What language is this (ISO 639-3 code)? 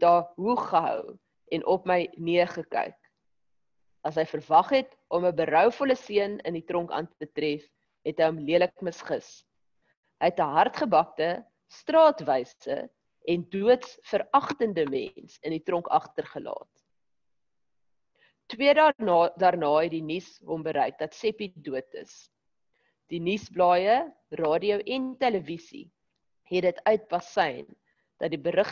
afr